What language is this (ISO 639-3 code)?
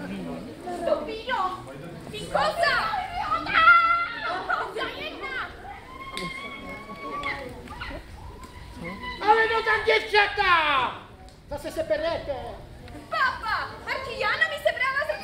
ces